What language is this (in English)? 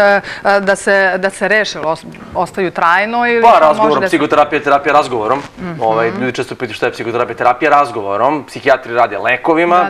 Serbian